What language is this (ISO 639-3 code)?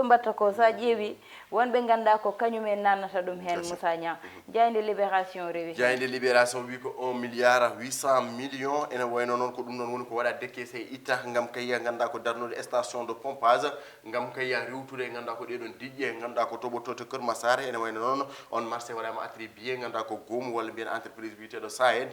ful